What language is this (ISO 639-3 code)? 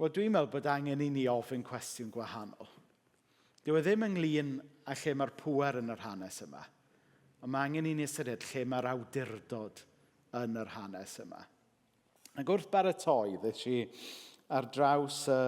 cym